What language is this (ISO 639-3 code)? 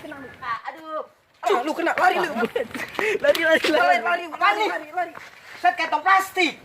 bew